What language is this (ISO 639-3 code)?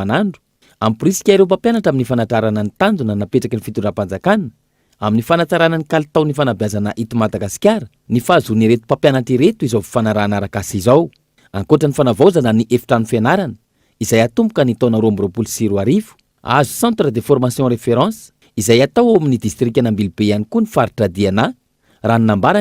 mlg